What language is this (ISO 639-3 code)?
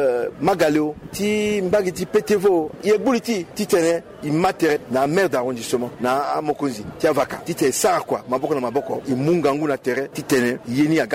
sag